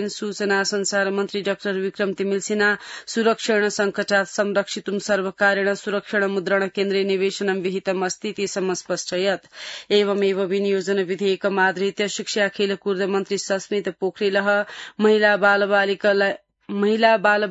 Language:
Sanskrit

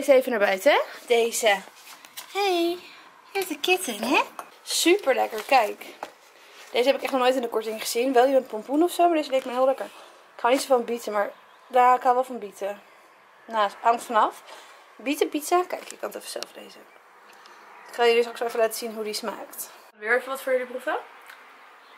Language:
Dutch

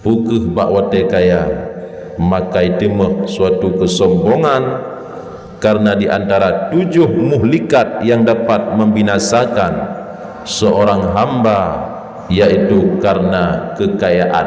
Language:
Achinese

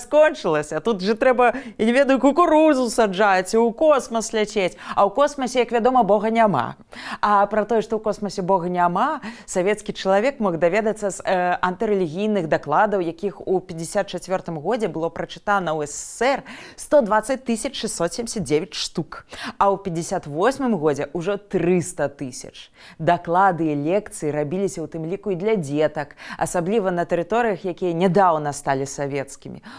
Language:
Belarusian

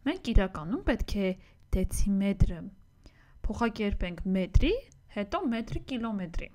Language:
Armenian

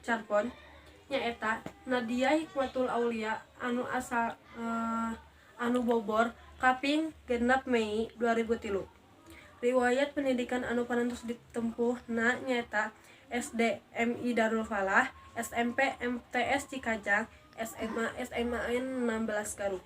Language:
Sundanese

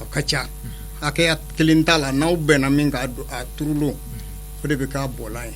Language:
Bambara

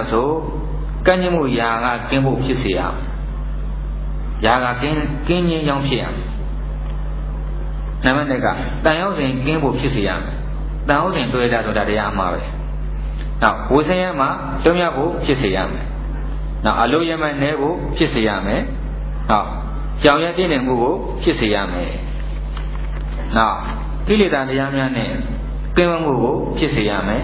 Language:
Burmese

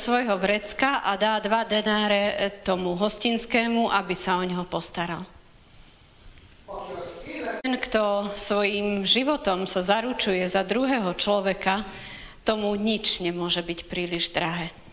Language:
Slovak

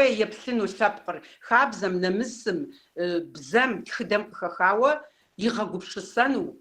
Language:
Kabardian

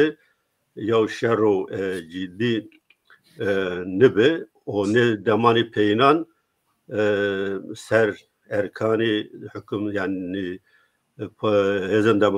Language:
Zaza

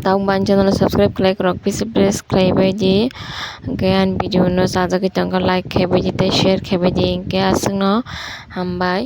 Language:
Kok Borok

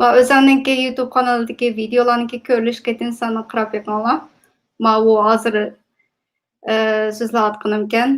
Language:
Uyghur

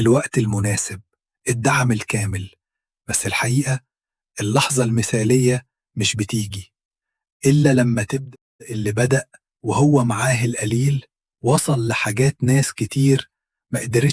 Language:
Egyptian Arabic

